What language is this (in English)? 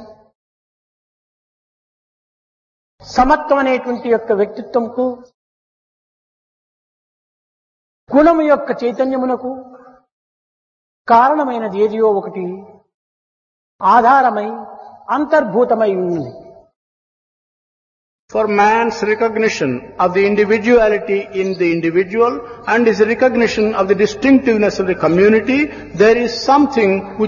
Telugu